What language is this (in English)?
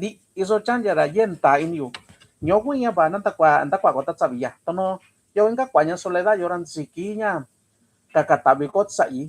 Mixtepec Mixtec